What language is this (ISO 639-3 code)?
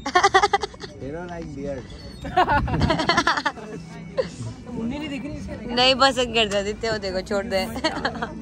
hin